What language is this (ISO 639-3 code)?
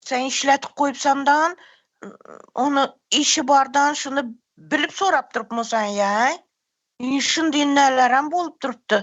tuk